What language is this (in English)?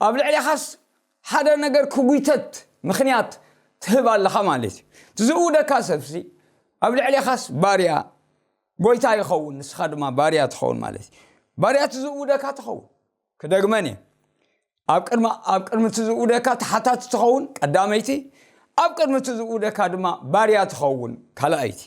Tigrinya